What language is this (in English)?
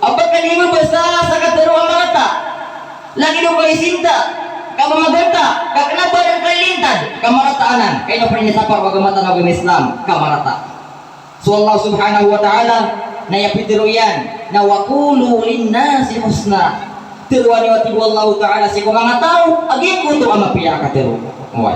Maranao